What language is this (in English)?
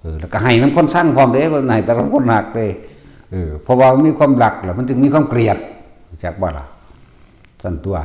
Northeastern Thai